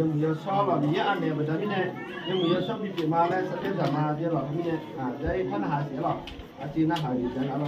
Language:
Akha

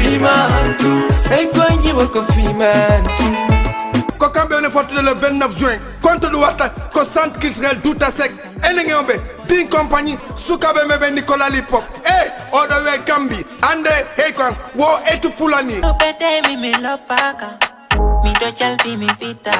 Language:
Fula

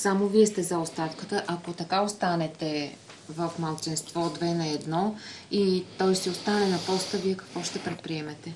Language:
Bulgarian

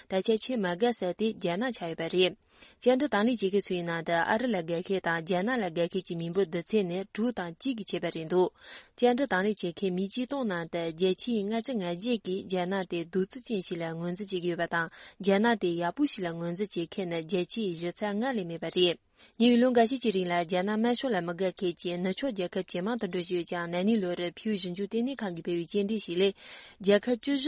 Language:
Tibetan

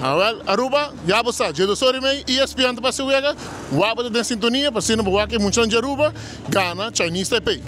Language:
Papiamento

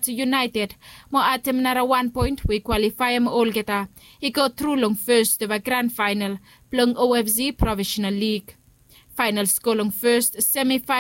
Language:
Bislama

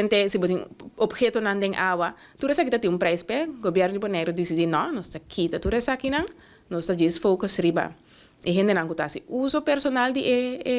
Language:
Papiamento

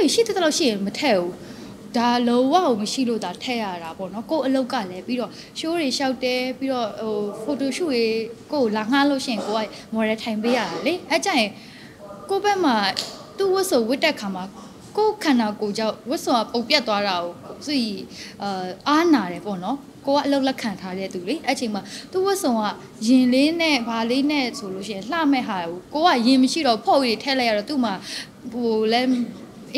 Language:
Burmese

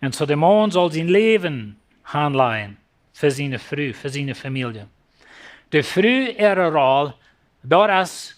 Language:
Plautdietsch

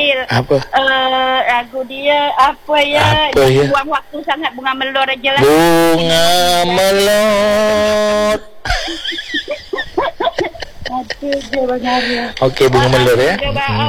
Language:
Malay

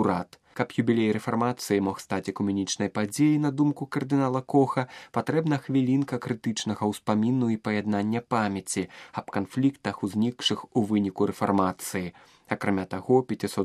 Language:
Belarusian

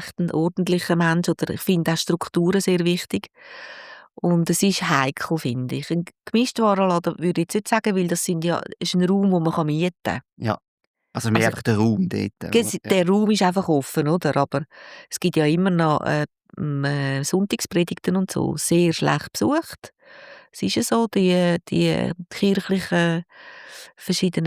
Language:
Swiss German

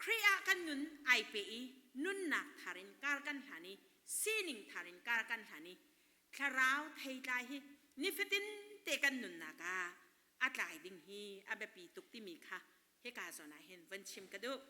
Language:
Hakha Chin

